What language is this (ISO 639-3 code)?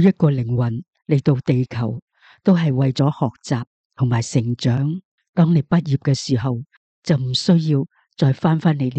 yue